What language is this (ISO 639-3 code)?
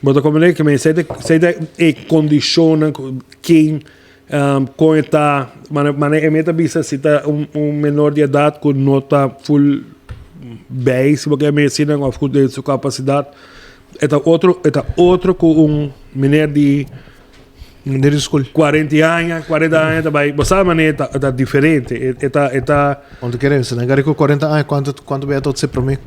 pap